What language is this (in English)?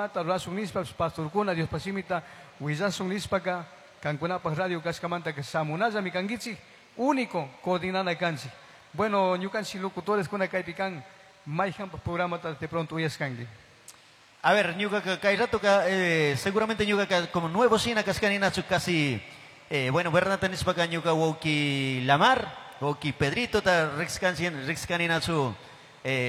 Chimborazo Highland Quichua